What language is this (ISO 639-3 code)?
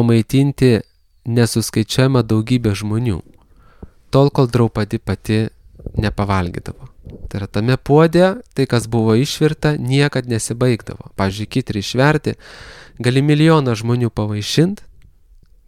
lit